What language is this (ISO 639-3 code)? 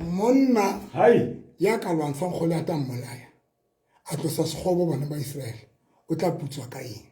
sot